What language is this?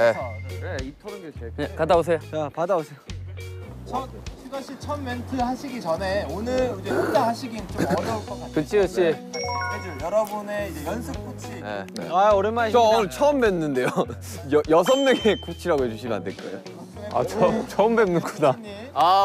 Korean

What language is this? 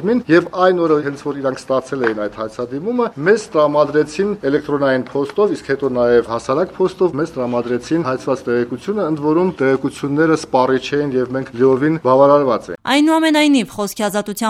Armenian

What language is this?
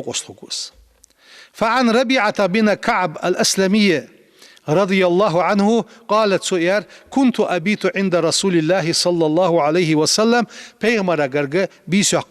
Ingush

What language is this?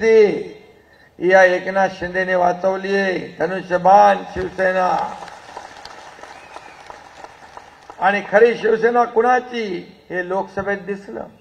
Marathi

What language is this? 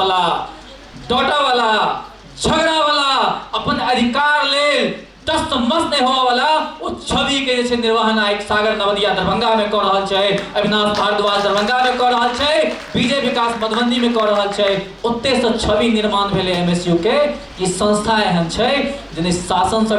Maithili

